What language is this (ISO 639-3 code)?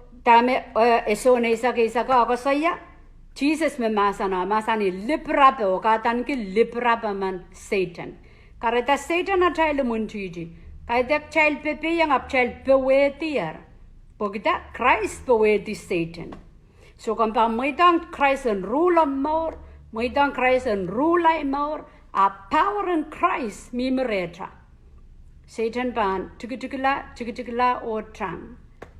pon